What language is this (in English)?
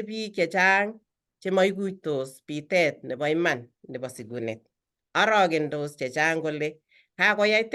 Kalenjin